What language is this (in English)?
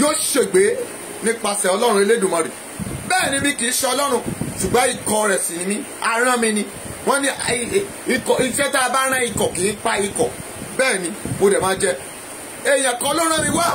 Yoruba